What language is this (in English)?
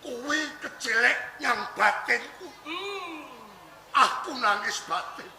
Javanese